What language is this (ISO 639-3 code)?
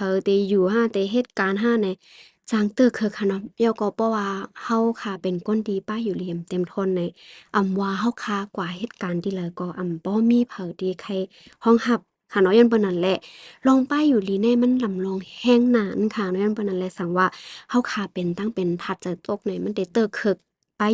shn